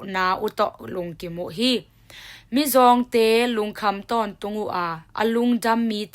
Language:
Tedim Chin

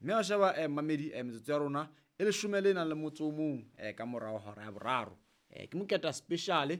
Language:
Southern Sotho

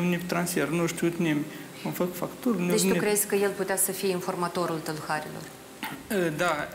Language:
Romanian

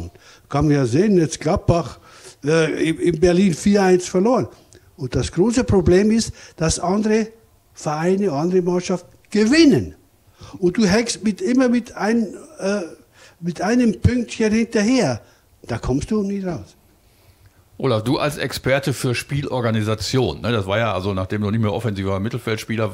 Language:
German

